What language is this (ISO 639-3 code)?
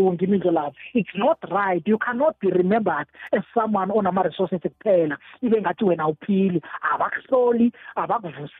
nbl